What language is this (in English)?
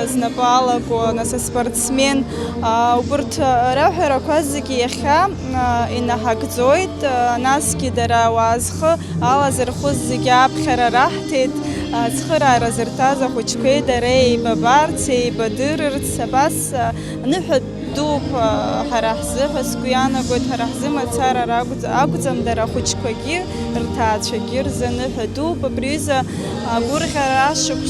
Abkhazian